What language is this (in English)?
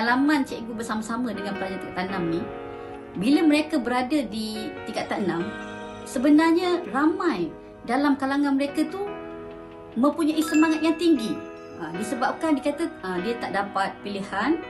Malay